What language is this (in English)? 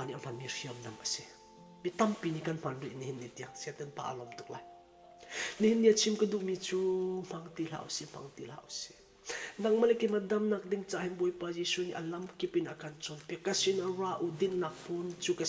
Falam Chin